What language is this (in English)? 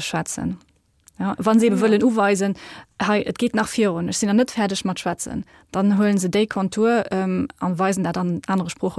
Luxembourgish